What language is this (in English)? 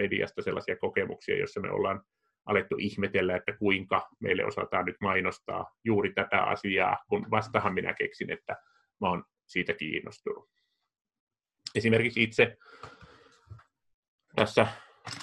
Finnish